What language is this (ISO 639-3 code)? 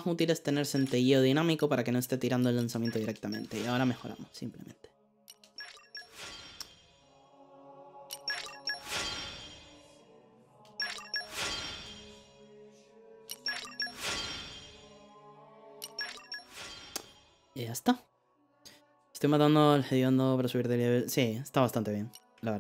spa